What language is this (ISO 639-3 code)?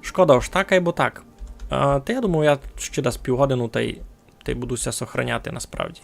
rue